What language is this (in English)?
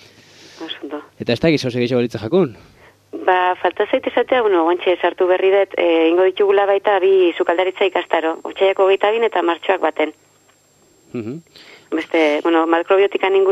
Basque